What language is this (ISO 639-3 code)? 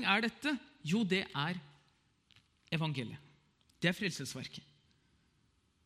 nor